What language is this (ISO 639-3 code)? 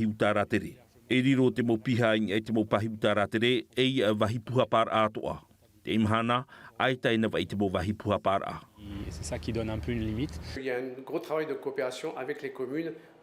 tah